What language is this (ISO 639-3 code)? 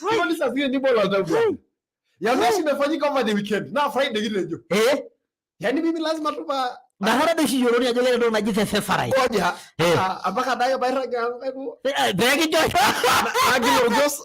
mas